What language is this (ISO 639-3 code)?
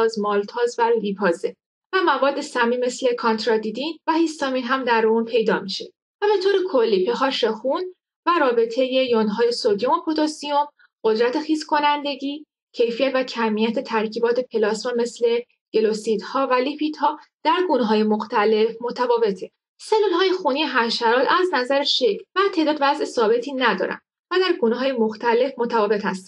fas